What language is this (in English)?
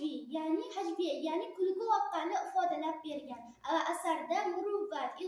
Uzbek